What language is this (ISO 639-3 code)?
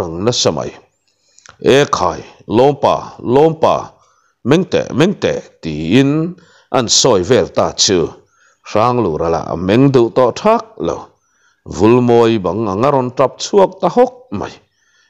lus